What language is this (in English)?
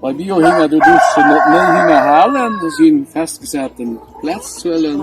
Luxembourgish